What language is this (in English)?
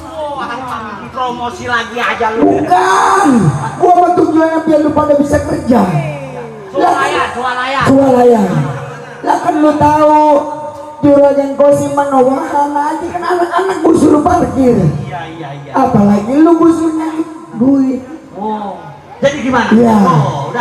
Betawi